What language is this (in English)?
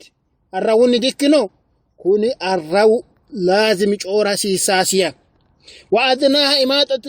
Sidamo